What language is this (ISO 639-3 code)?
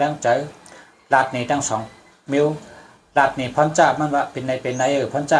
shn